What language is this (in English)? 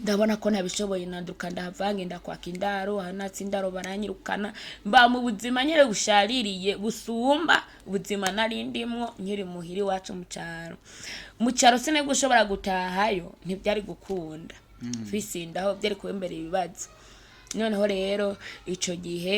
Rundi